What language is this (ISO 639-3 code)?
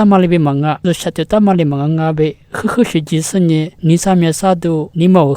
lis